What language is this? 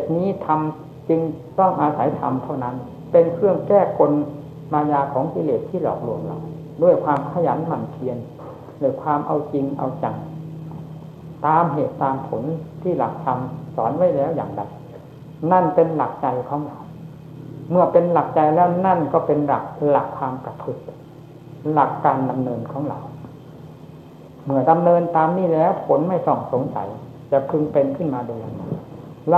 Thai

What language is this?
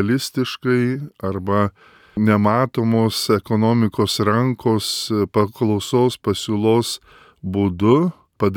Lithuanian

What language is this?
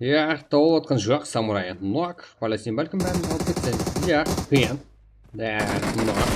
Kara-Kalpak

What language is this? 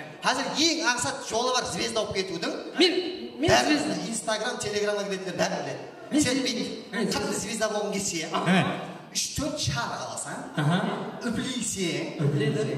Kara-Kalpak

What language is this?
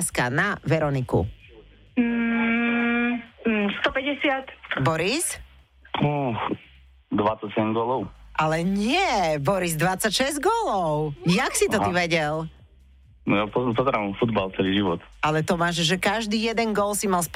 Slovak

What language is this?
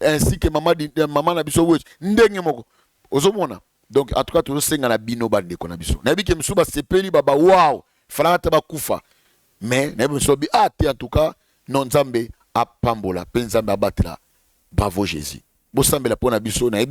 Lingala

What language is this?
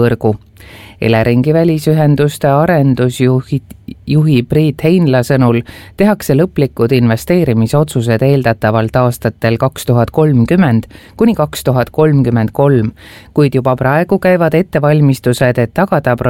Estonian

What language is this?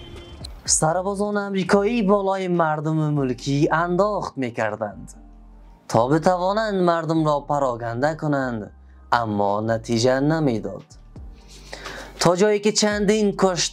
Persian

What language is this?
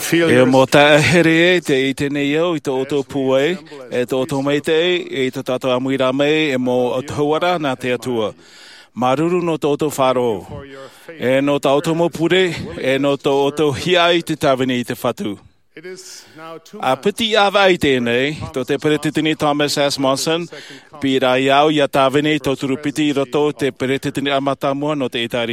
Tahitian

